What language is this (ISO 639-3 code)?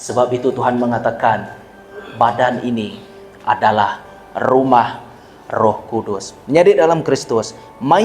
iba